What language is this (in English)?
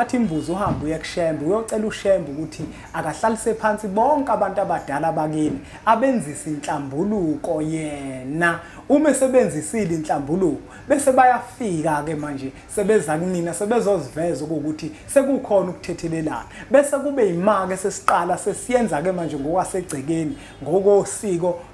Zulu